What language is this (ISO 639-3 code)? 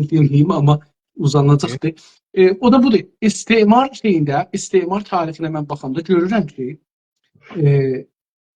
azb